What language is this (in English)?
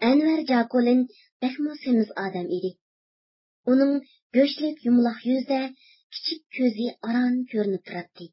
Uyghur